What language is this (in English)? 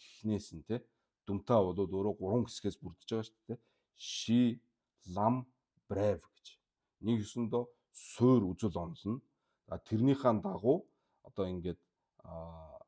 Mongolian